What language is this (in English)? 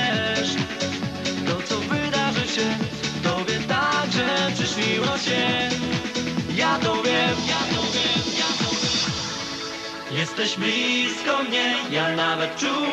Polish